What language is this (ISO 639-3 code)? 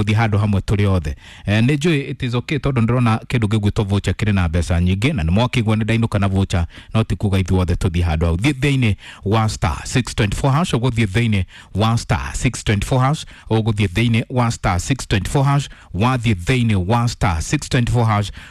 kik